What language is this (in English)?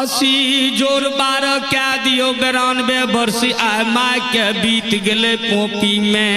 Maithili